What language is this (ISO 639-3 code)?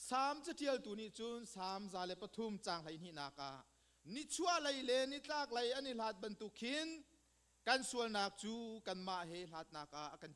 cnh